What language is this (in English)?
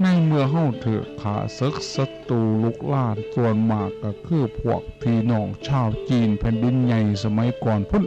Northeastern Thai